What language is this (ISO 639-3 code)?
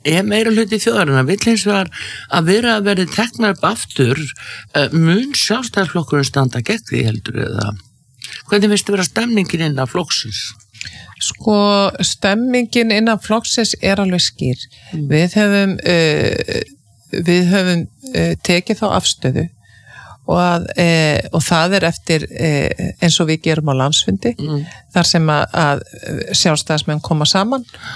isl